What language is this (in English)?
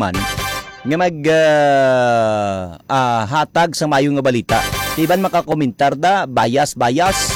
Hiligaynon